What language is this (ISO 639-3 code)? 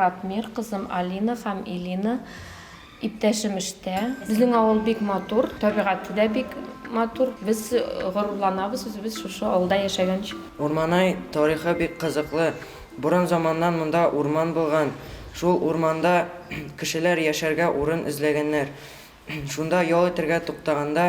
bak